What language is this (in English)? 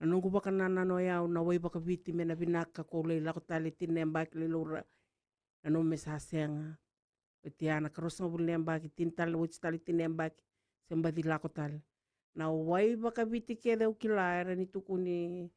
Fijian